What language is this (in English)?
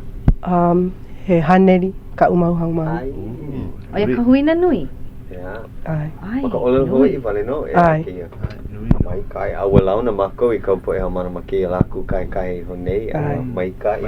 Hawaiian